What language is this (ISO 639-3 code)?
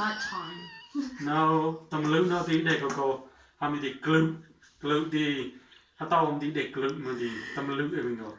mnw